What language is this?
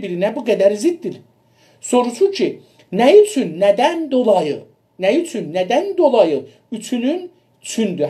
South Azerbaijani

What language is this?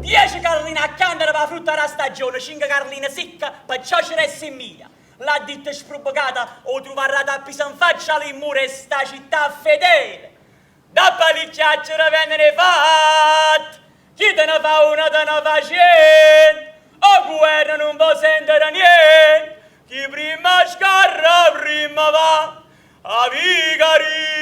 Neapolitan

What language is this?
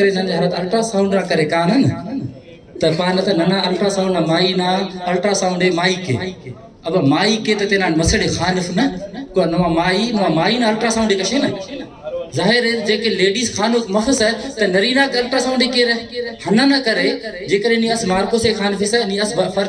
Brahui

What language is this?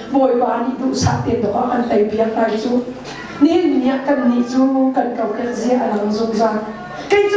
Hakha Chin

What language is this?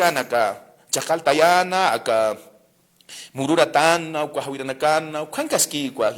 Aymara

